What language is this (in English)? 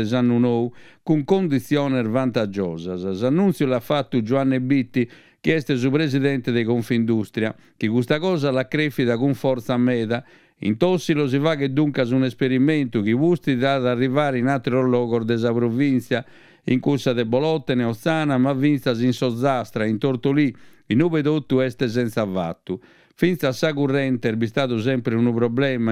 Sardinian